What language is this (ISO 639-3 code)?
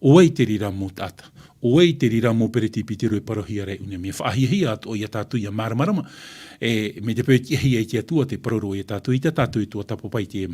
tah